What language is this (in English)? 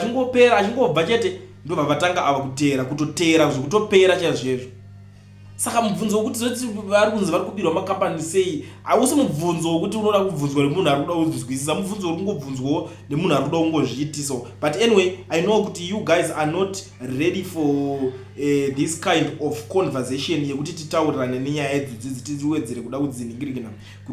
Shona